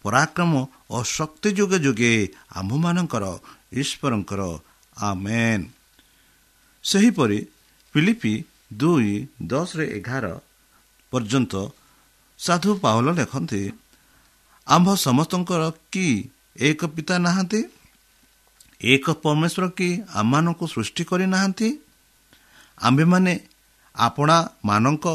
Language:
Odia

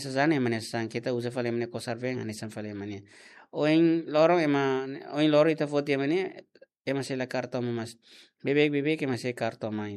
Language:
Tetum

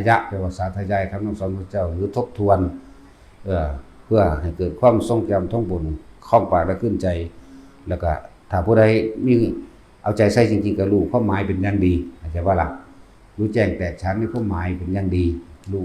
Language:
Northeastern Thai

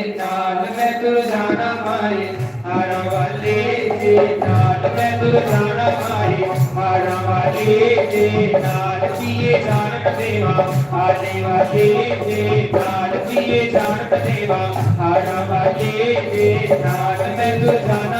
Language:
Dogri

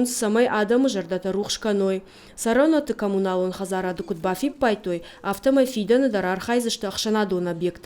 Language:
Ossetic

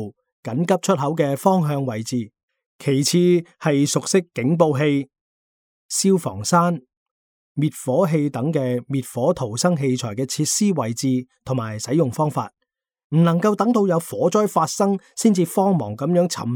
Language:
Cantonese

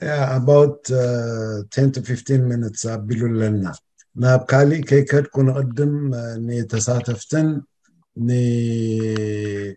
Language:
Tigrinya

